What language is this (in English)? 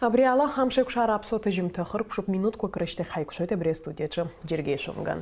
Abkhazian